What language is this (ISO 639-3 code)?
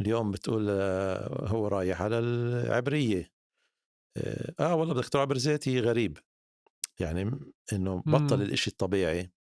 apc